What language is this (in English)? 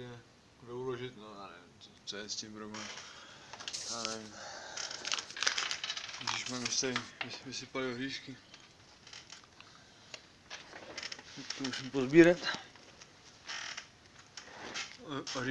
Czech